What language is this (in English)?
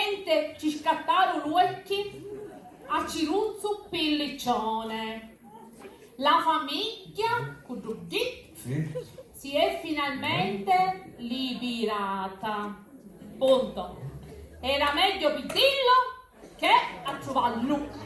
Sicilian